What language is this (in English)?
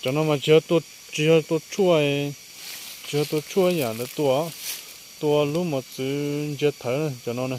Hmong